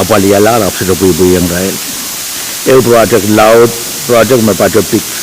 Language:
Pohnpeian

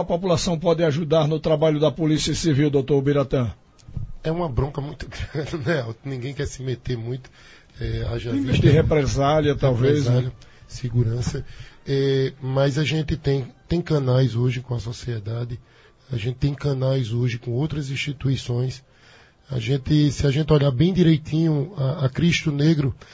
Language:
Portuguese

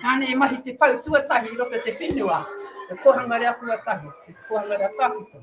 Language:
Māori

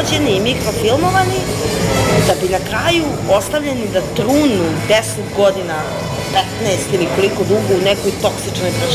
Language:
Serbian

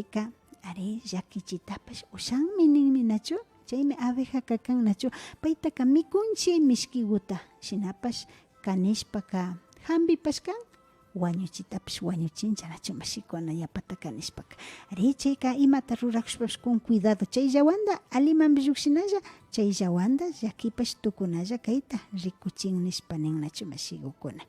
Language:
Imbabura Highland Quichua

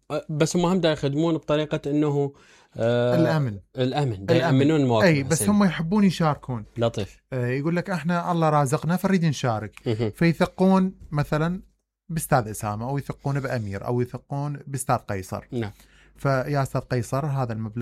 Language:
Mesopotamian Arabic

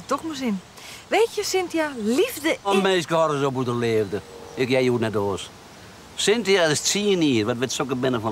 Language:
Western Frisian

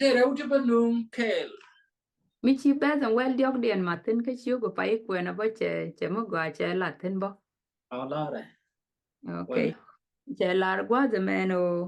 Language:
Nuer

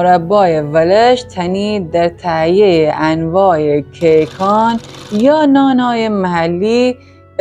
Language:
Gilaki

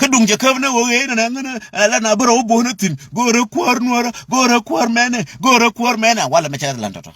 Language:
Nuer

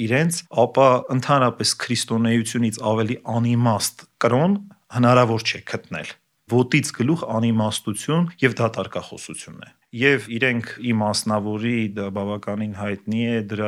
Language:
Armenian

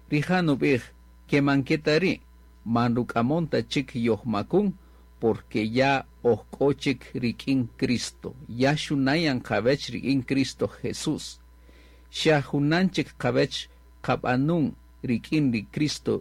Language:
Kaqchikel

